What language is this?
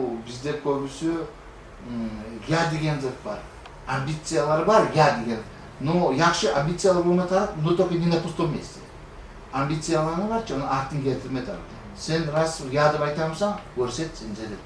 Kumyk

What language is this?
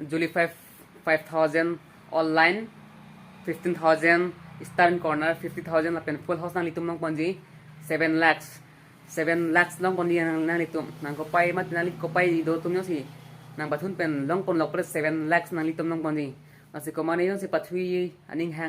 Karbi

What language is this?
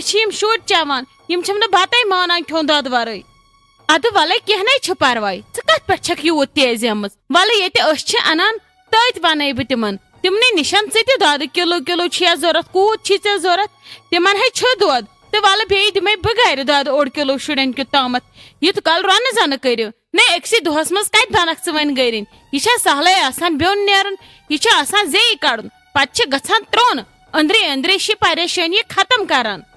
Kashmiri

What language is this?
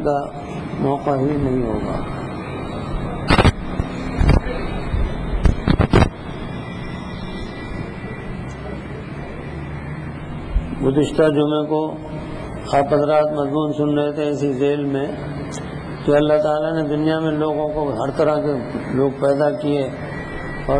Urdu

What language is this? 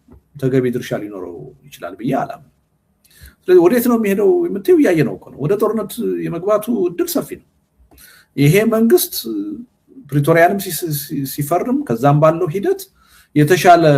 Amharic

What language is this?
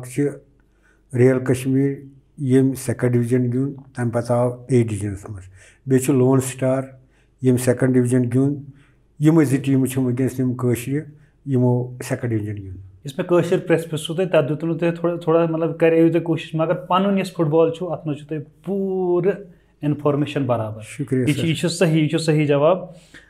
Kashmiri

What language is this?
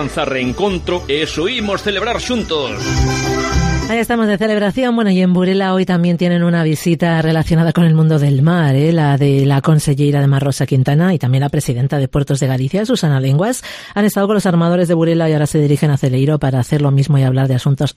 Spanish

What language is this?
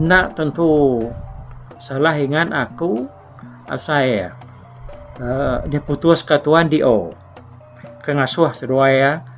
Iban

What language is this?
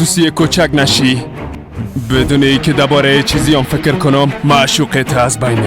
Persian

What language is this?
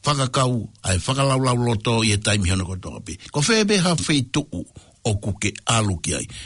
Tongan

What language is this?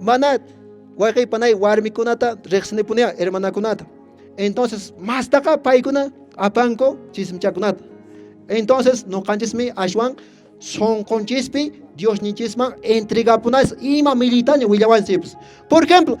Quechua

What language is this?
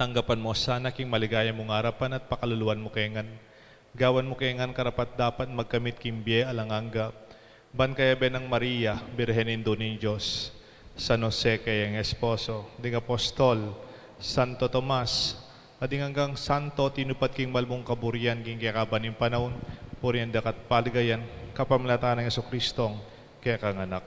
Pampanga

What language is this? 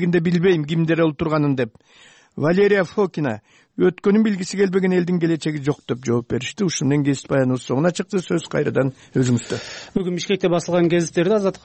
Kyrgyz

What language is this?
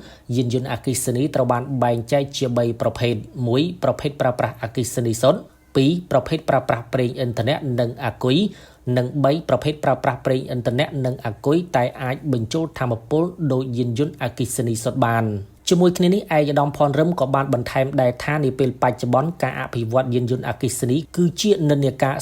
Khmer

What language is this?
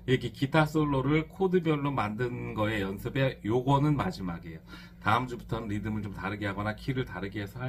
Korean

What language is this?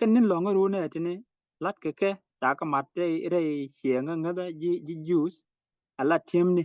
Nuer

